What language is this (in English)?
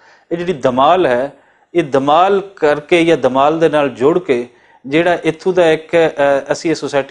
Western Panjabi